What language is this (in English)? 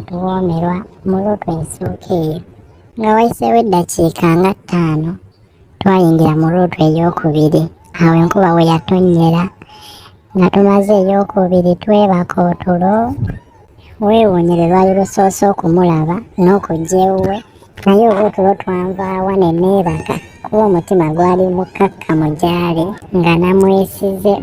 Ganda